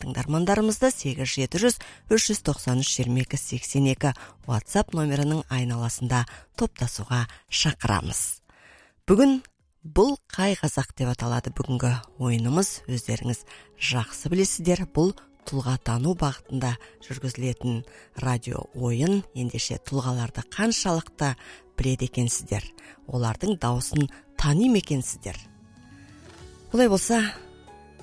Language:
Kazakh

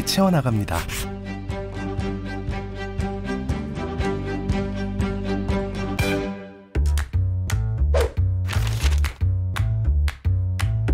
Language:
Korean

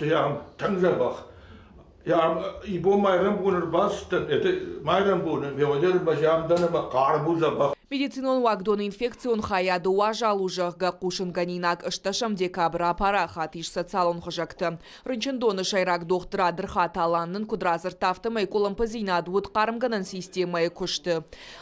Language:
Ossetic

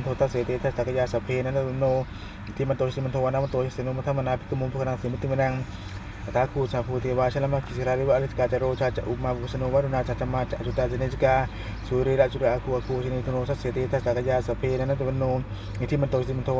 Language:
Pali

